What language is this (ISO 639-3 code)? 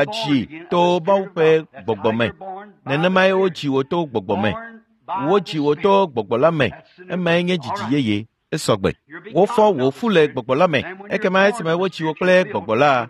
ewe